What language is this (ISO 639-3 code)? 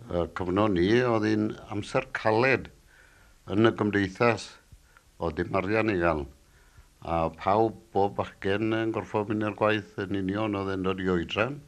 cym